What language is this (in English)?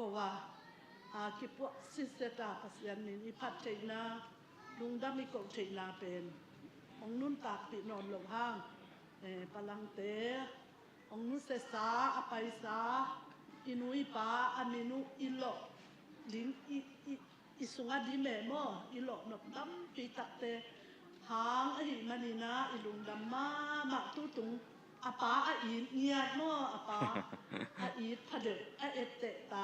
Tedim Chin